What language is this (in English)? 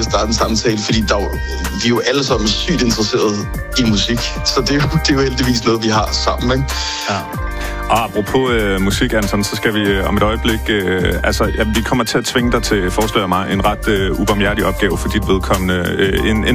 Danish